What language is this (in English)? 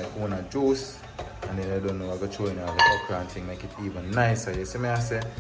Jamaican Creole English